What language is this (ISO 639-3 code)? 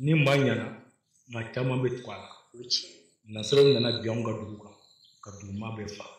bam